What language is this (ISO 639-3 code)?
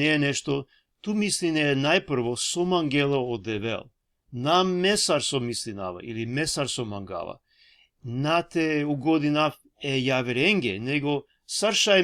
rmn